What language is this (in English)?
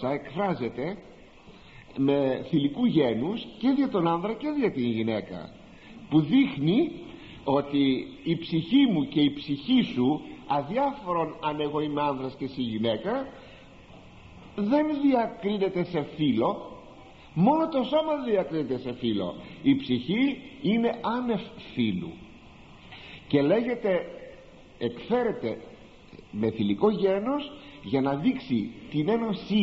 Greek